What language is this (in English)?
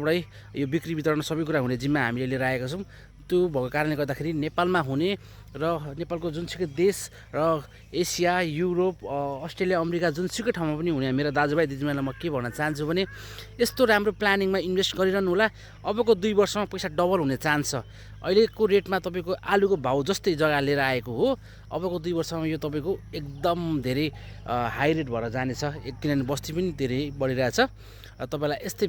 Nepali